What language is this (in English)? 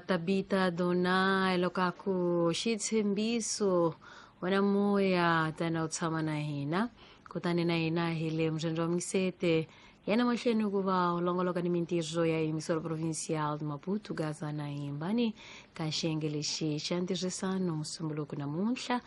Tsonga